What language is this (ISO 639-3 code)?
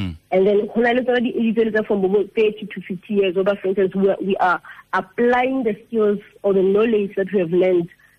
tsn